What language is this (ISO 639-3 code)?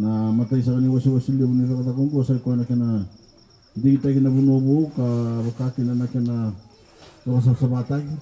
fij